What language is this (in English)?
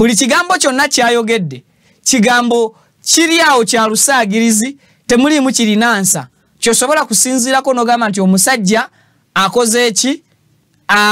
Ganda